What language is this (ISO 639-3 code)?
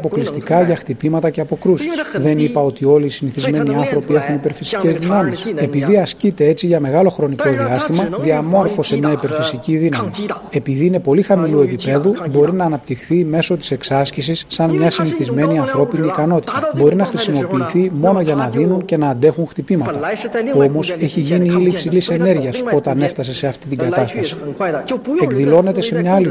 ell